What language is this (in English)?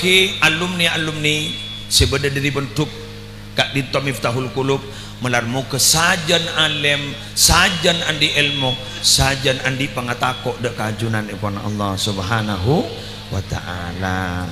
Madurese